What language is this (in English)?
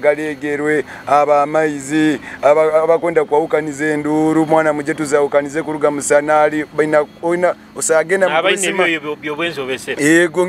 Nyoro